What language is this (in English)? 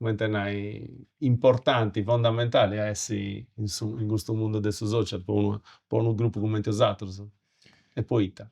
Sardinian